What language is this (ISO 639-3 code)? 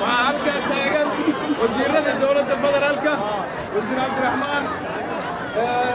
som